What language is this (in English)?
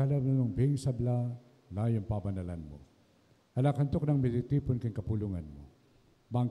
Pampanga